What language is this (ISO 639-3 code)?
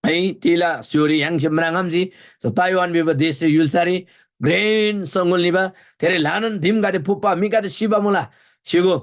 taj